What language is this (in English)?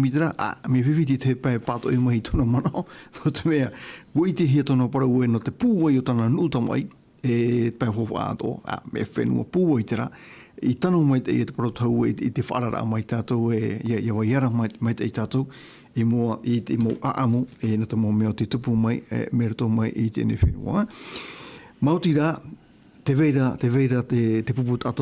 Tahitian